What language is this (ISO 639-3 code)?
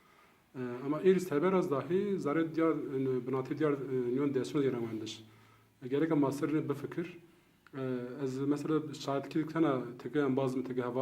zza